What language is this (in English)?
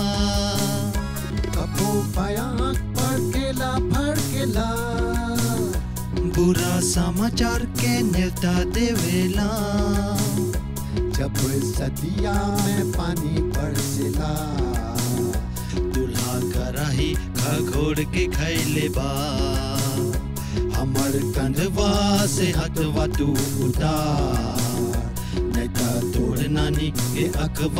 Bhojpuri